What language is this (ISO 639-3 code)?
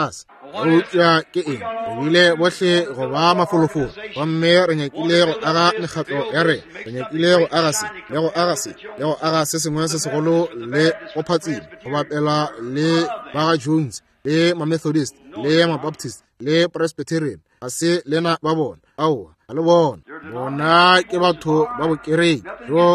nso